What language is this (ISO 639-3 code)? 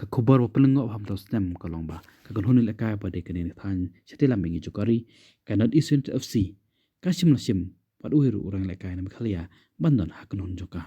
kha